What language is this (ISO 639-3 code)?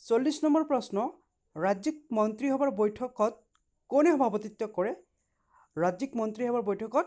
asm